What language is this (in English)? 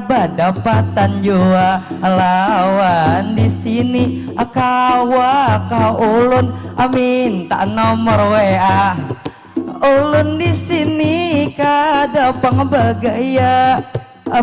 Banjar